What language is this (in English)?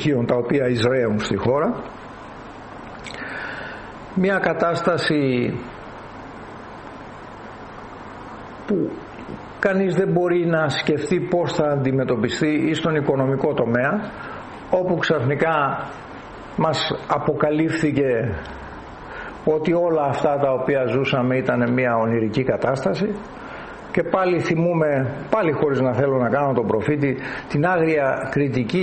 Greek